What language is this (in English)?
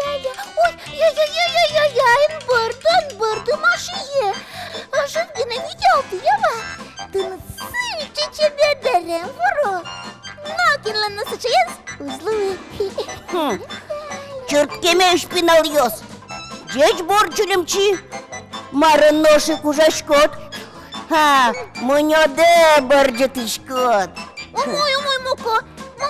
Udmurt